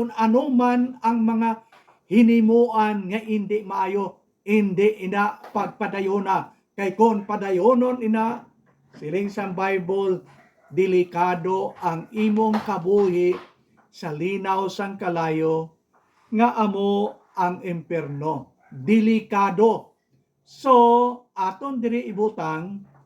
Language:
Hiligaynon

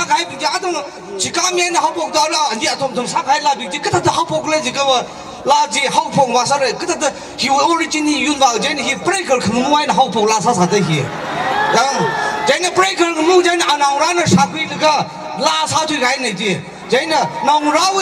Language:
Tangkhul Naga (India)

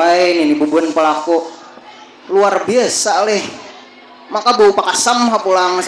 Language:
Banjar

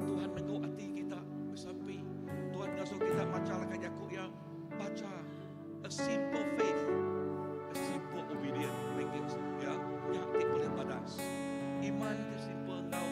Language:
Iban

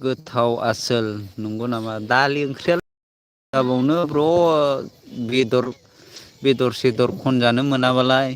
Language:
Bodo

